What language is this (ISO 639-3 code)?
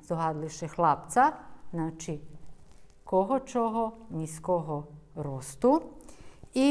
rue